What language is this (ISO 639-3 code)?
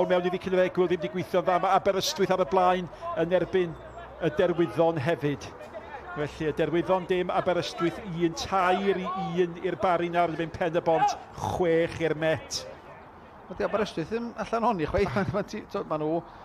cym